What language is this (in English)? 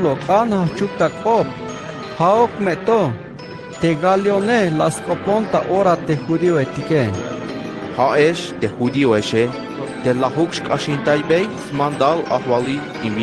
Tzeltal